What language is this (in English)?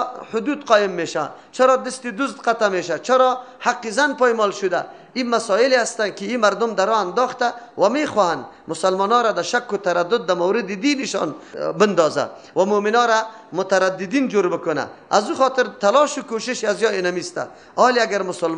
Persian